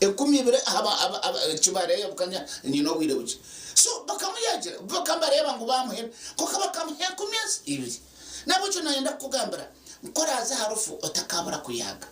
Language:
Nyankole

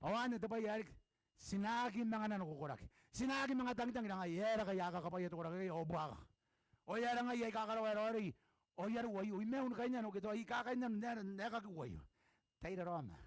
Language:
Gilbertese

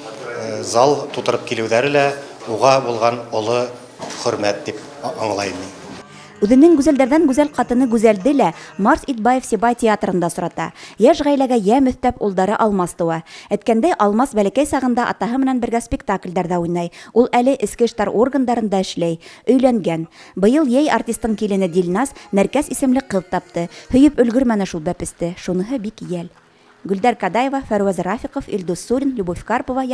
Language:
Bashkir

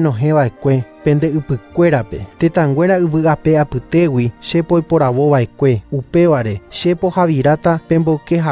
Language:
Guarani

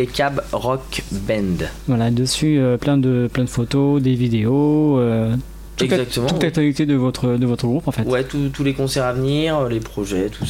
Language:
French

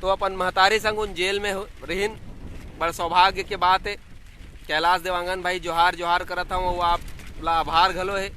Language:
Chhattisgarhi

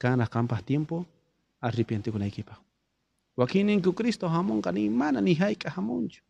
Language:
South Bolivian Quechua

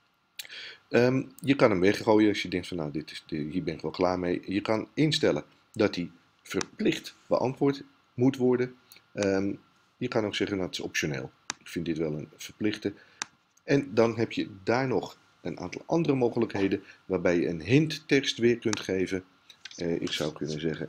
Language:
Dutch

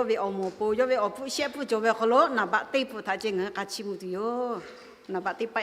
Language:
Lahu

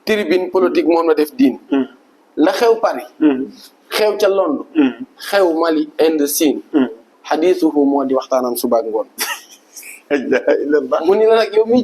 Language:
Wolof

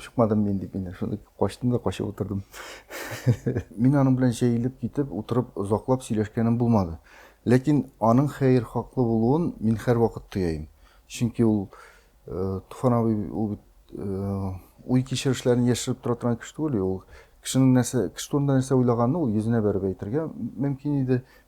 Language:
Tatar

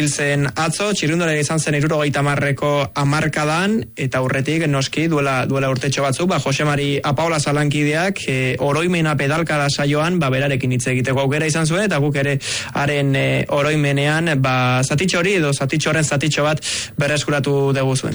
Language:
Basque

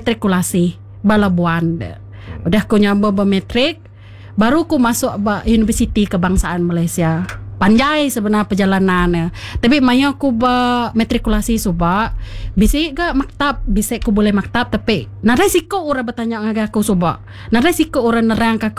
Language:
Iban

